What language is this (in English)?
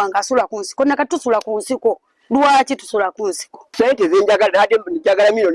Ganda